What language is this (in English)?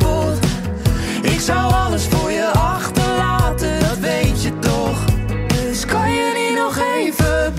Dutch